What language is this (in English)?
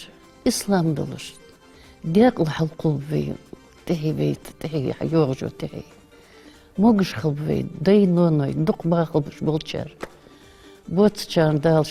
Ingush